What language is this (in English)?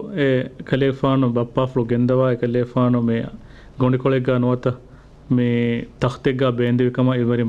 Divehi